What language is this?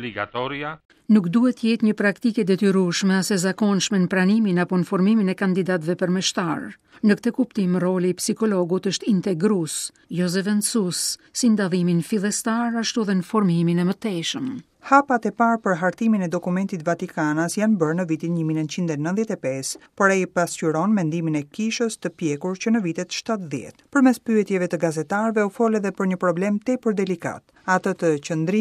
Albanian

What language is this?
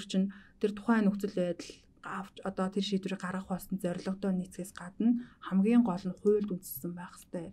Mongolian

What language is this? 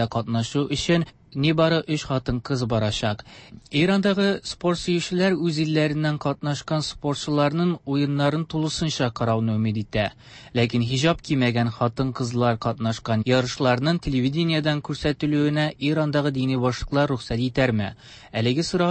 Tatar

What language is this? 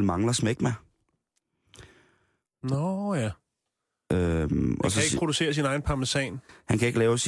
Danish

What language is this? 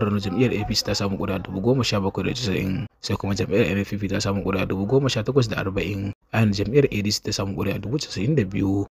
Hausa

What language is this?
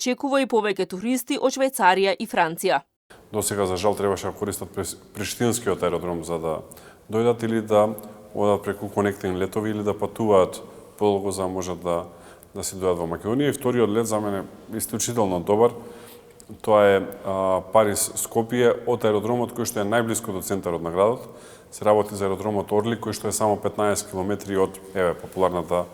Macedonian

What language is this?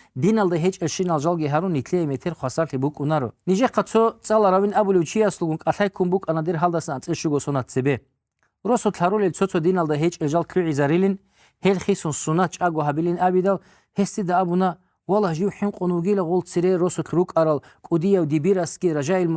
Avaric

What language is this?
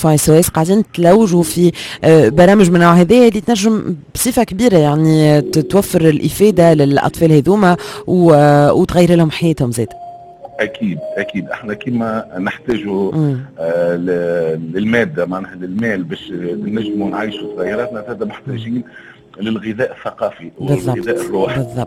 Tunisian Arabic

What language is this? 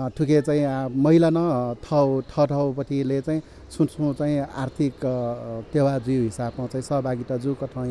Newari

